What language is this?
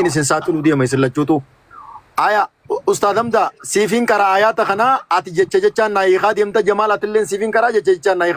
Oromo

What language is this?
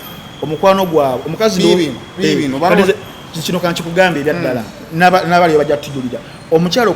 Ganda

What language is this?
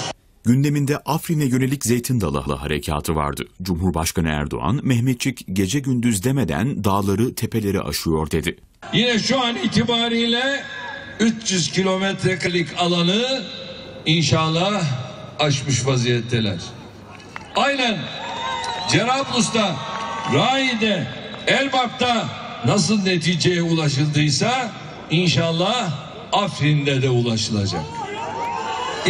Turkish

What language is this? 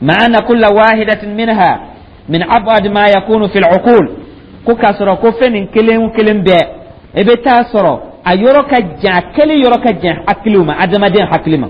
Dyula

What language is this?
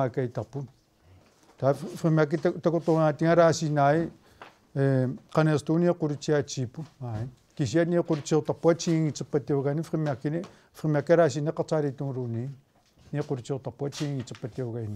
Kalaallisut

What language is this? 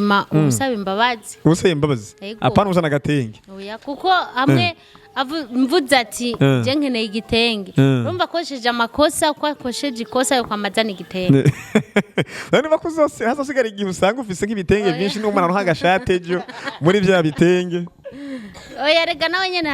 Rundi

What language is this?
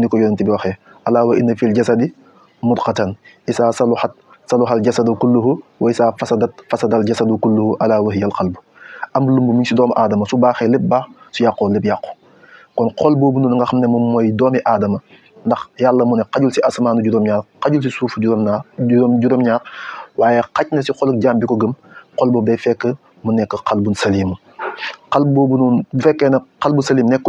Wolof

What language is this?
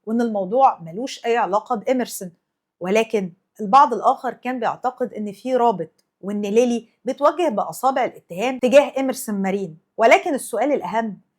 Egyptian Arabic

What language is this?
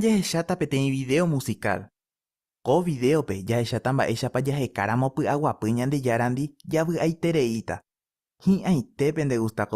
Guarani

